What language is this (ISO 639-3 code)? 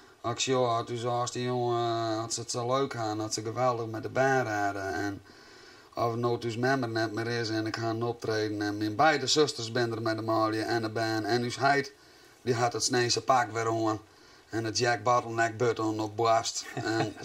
fry